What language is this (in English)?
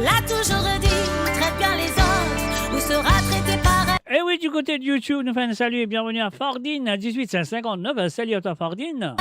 Morisyen